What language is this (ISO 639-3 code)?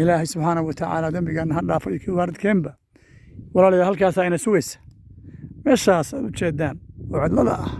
som